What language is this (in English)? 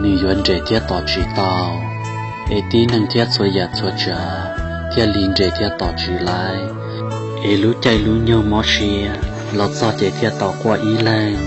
Hmong